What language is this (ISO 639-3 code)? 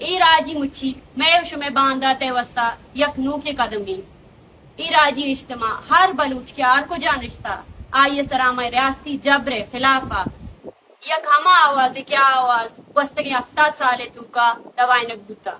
bgp